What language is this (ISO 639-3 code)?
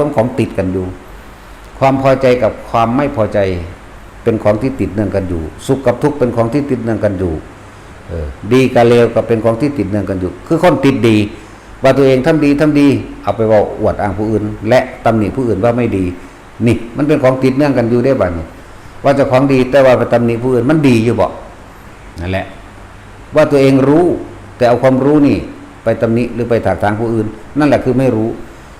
tts